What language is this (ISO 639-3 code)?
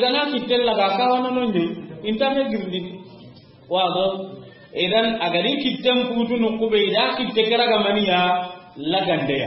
snk